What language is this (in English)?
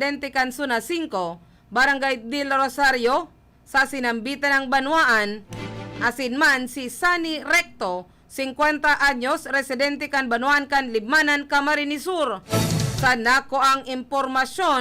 Bikol